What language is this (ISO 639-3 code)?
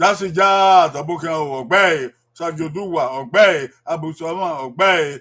bin